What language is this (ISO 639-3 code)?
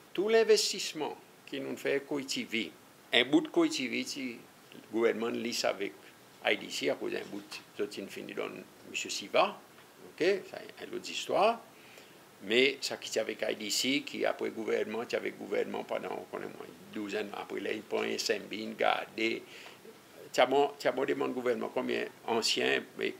crs